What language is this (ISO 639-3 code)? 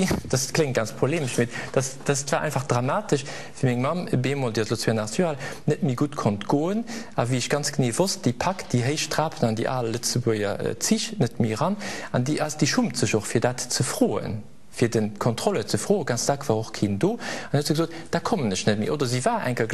ltz